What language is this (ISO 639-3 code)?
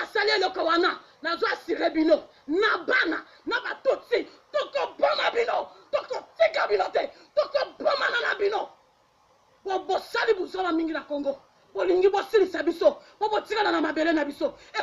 lin